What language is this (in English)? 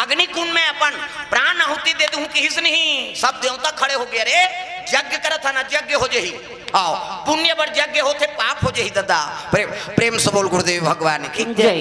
Chhattisgarhi